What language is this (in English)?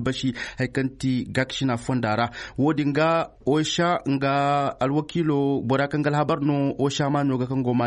Zarma